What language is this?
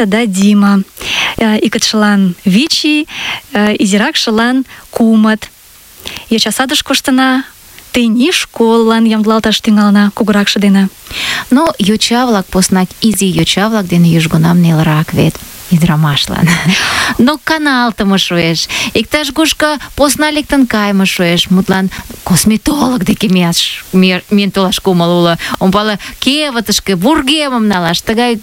Mari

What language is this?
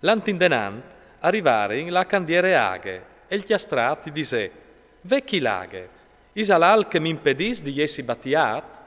Friulian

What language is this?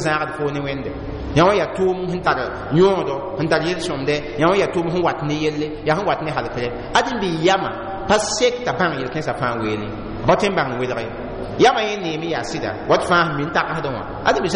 Mossi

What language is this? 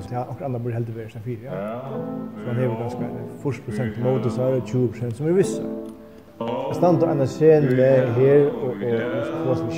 Faroese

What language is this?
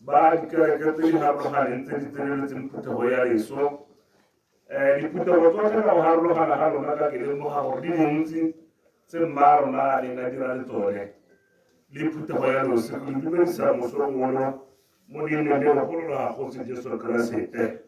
Tswana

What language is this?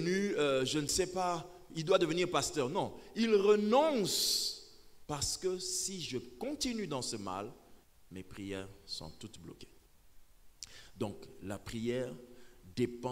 French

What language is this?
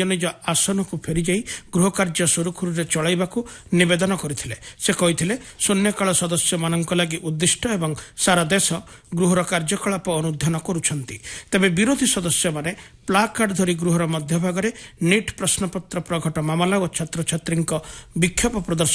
Odia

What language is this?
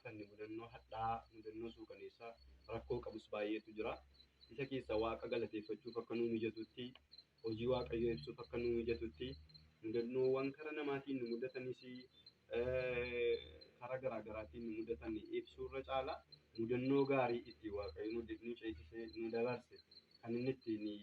Oromo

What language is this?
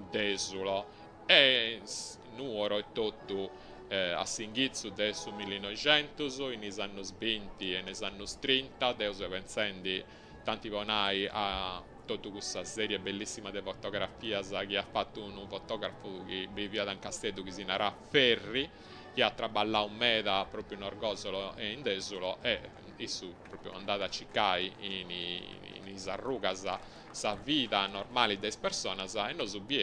Sardinian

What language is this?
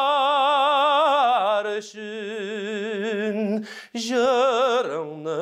Tatar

